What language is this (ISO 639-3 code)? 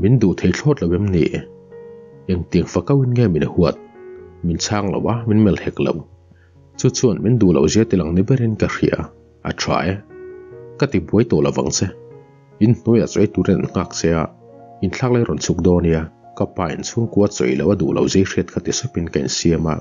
lus